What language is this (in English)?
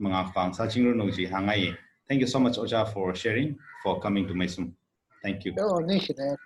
Tangkhul Naga (India)